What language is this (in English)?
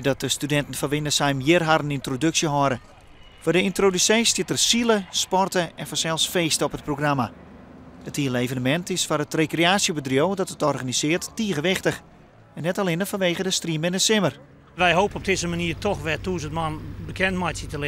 Western Frisian